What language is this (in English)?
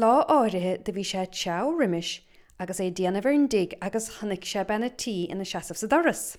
Irish